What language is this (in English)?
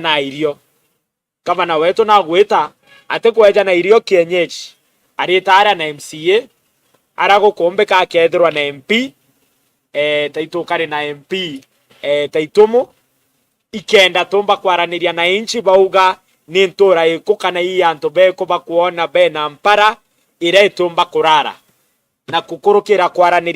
Meru